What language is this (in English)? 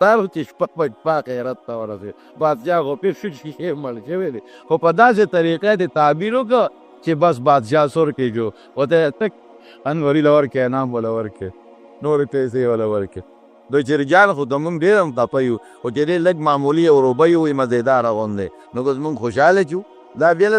Pashto